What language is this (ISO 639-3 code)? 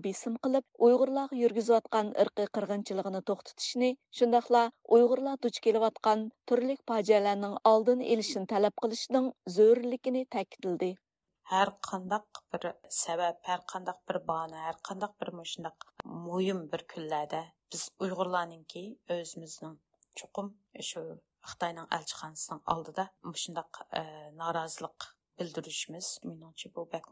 uig